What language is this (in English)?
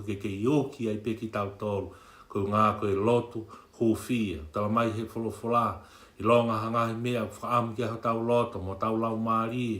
Tongan